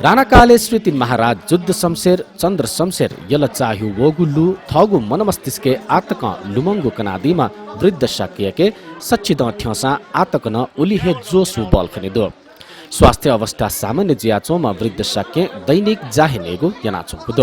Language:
Newari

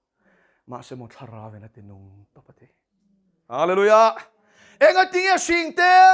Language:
Mizo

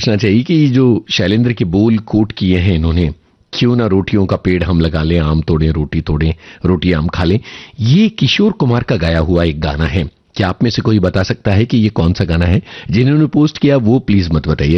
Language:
Hindi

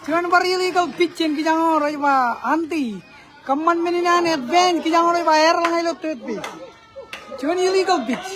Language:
Marshallese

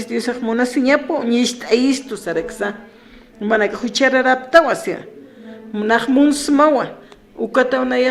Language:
Aymara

